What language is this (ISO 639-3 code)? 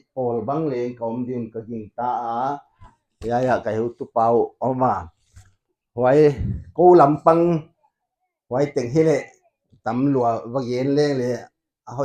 pck